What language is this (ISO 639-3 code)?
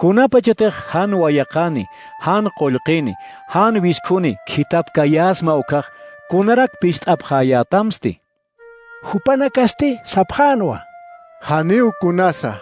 aym